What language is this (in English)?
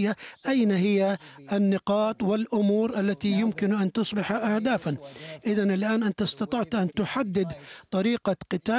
Arabic